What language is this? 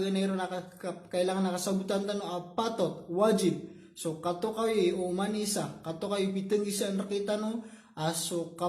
Maranao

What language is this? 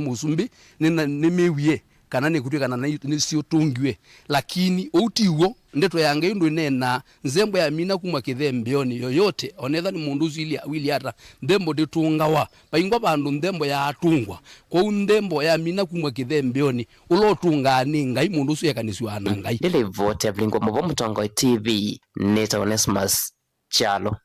Kamba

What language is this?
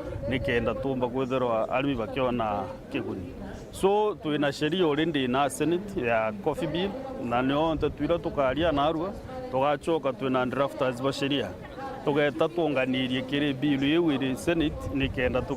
Meru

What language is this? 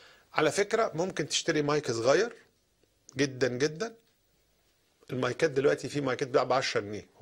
Egyptian Arabic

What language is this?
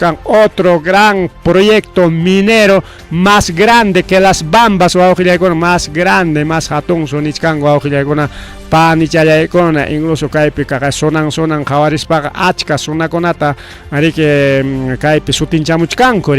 Ayacucho Quechua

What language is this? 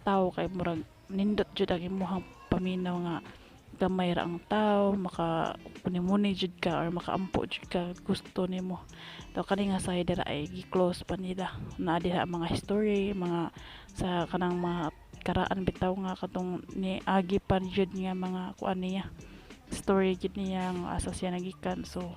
Cebuano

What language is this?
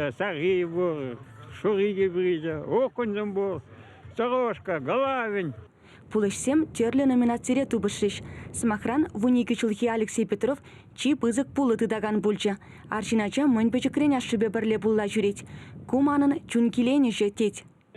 Chuvash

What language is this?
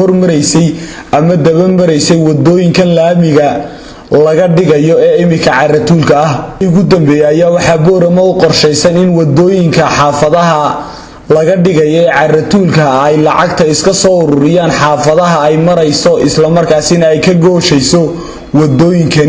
Somali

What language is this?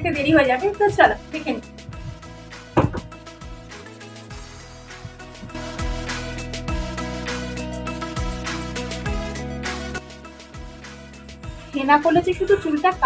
Bangla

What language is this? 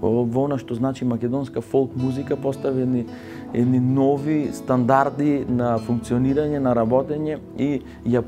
Macedonian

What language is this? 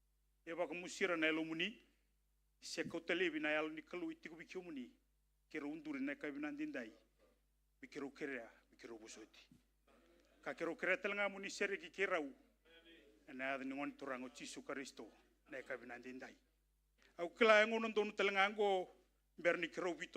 Fijian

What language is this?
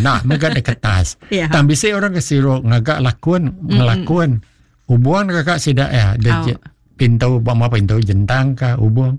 Iban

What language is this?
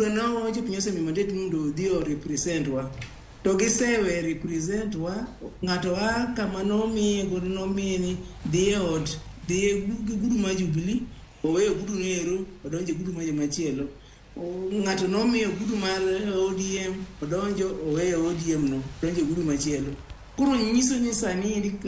Luo (Kenya and Tanzania)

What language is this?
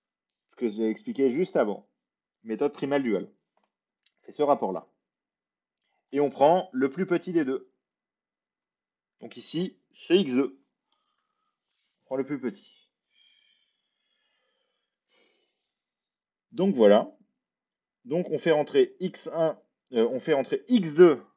French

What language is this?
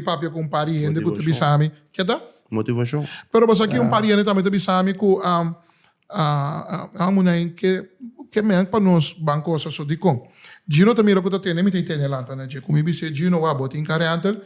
Papiamento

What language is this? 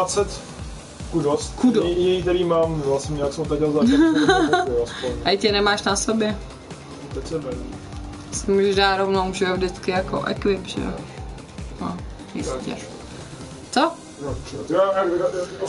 Czech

